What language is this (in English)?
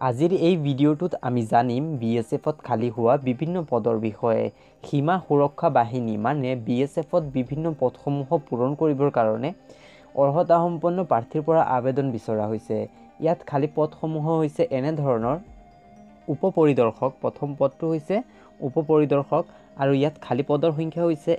Assamese